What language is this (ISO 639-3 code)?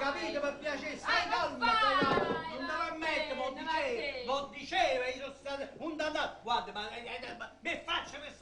nap